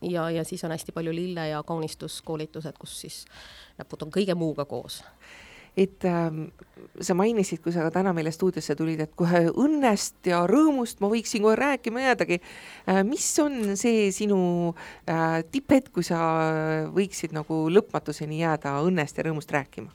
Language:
Estonian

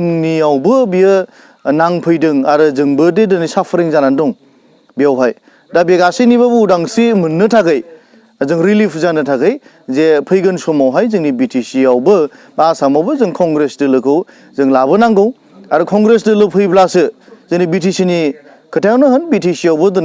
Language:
Bodo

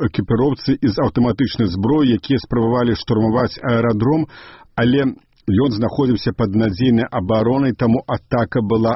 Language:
Belarusian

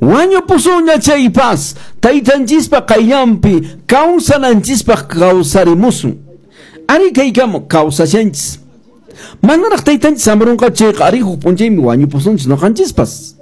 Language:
Quechua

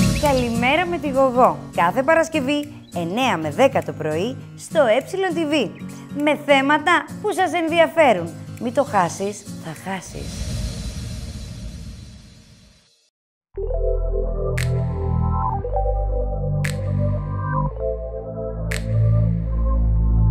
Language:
Greek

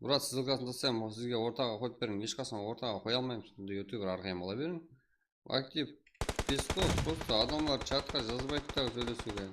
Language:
Kara-Kalpak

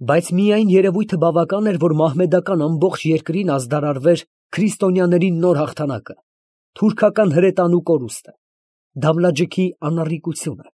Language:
Armenian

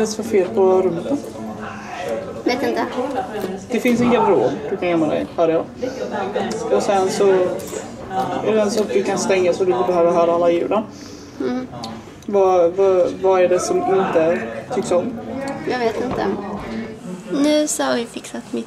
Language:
Swedish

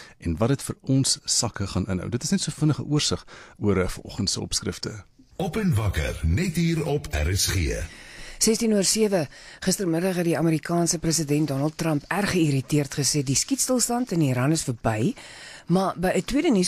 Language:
Afrikaans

